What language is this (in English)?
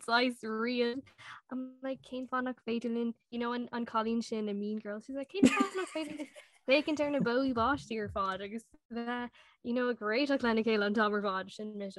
Irish